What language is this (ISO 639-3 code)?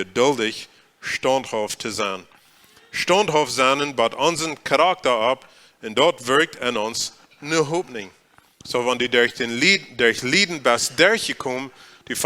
pdt